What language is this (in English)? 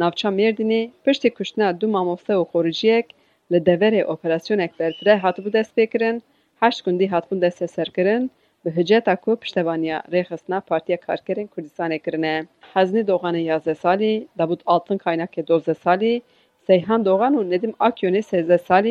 Kurdish